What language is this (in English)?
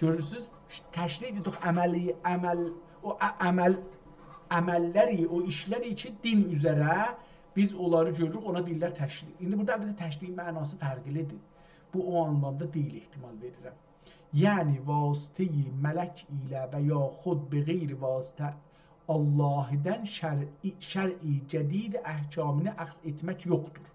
South Azerbaijani